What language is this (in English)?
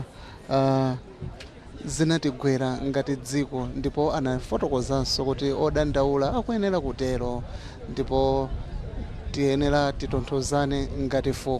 Nyanja